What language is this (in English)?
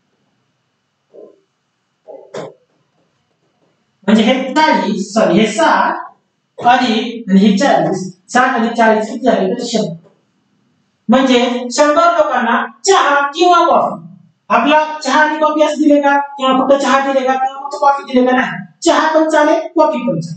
Marathi